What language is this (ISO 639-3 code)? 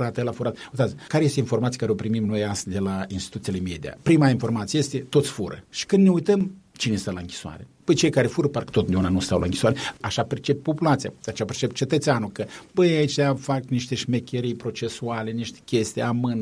ron